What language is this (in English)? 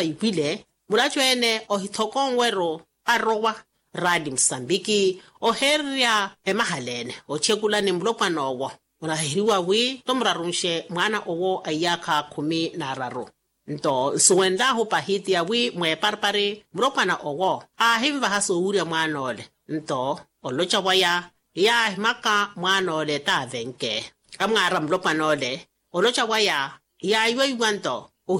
Makhuwa